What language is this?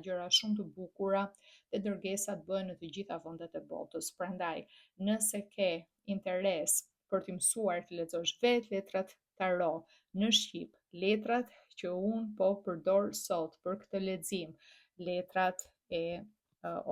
Albanian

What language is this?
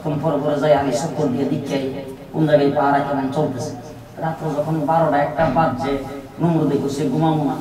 Bangla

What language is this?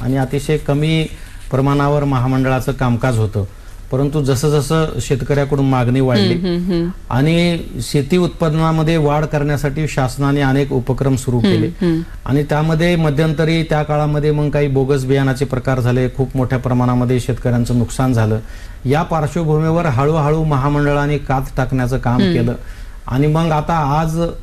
Marathi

